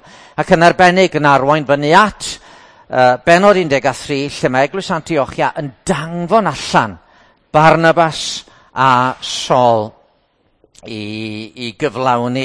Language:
Welsh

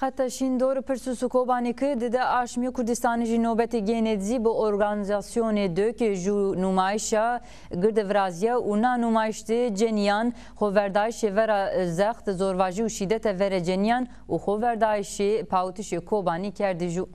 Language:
Zaza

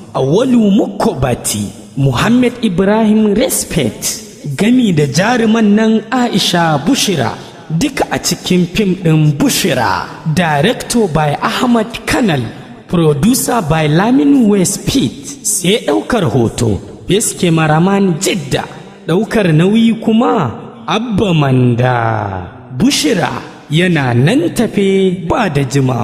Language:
Hausa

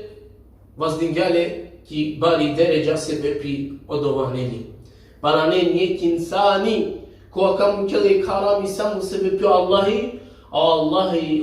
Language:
Balkan Romani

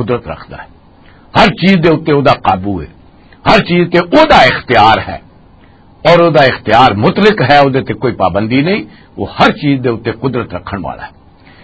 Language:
Western Panjabi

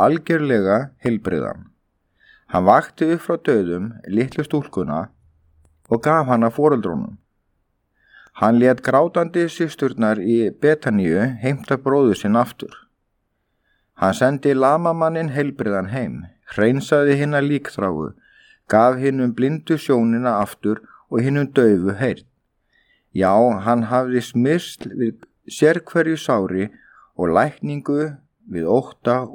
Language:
Icelandic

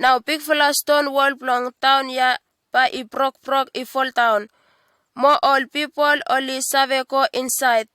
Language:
Bislama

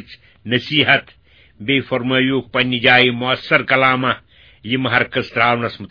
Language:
Kashmiri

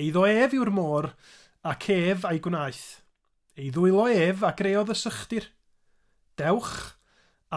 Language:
Welsh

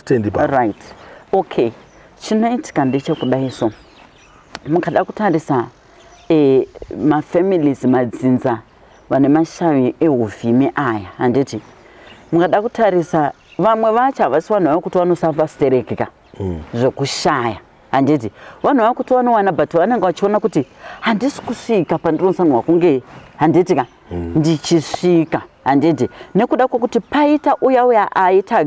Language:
Shona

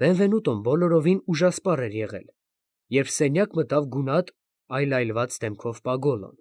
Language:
Armenian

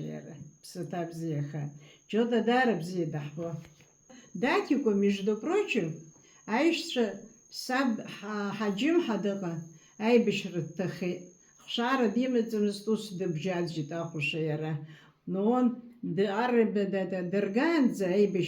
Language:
Abkhazian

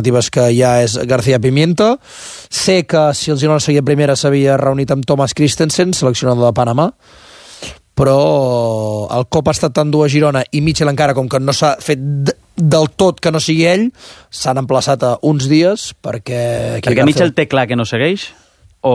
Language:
Catalan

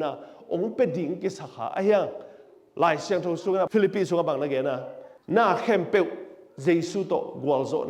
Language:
Tedim Chin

